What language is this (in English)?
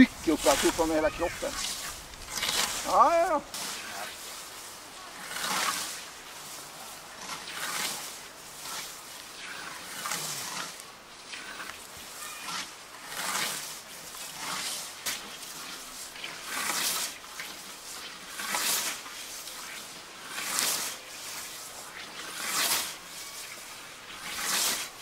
Swedish